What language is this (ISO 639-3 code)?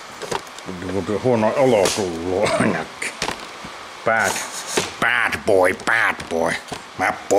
fin